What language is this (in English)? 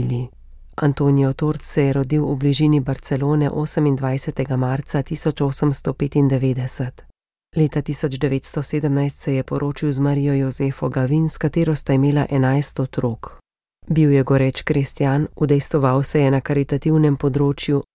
Slovenian